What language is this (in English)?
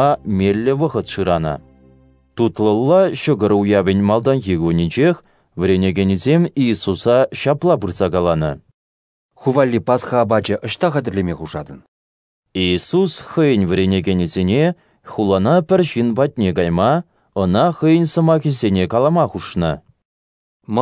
Chuvash